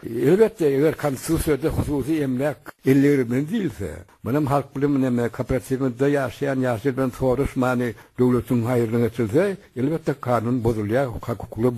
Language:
Turkmen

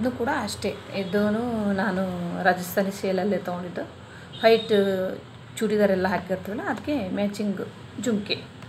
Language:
Kannada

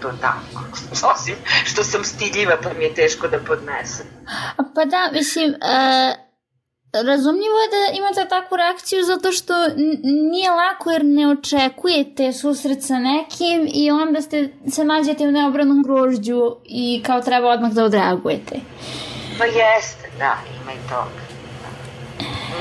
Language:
Serbian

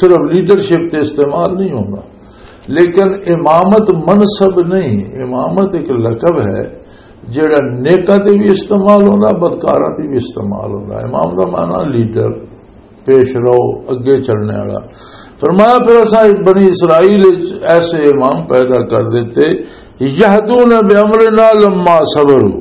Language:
Western Panjabi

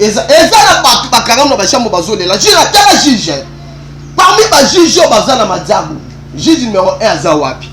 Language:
Lingala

